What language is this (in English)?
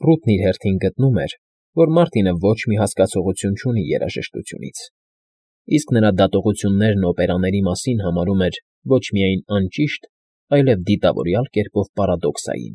Armenian